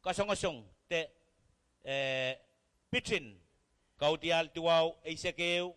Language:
Pohnpeian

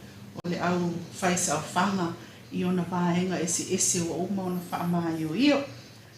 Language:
Samoan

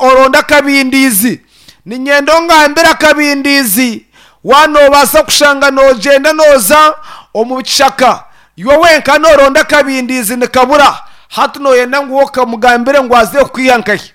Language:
Nyankole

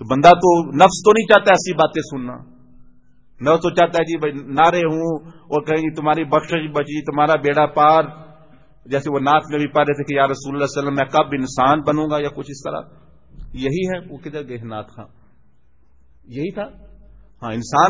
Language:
Urdu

